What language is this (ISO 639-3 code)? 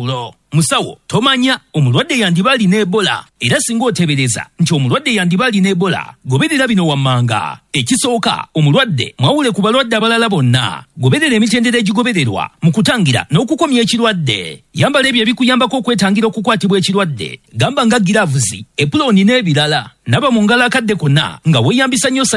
lug